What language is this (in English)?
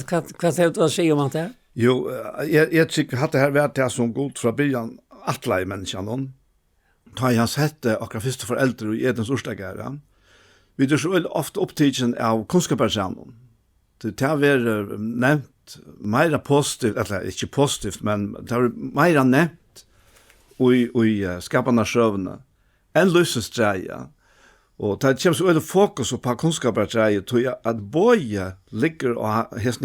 Faroese